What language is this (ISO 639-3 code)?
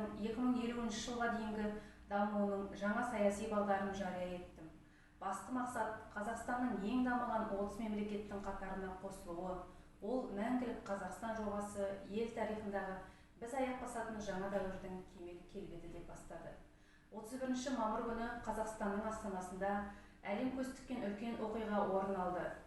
kaz